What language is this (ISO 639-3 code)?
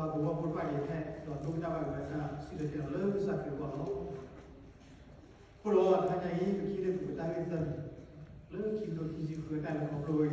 ksw